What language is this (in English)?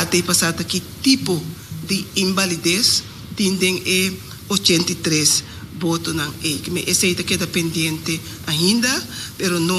Papiamento